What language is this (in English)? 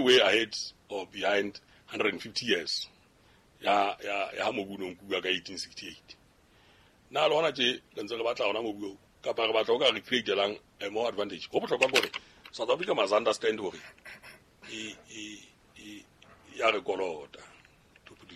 Southern Sotho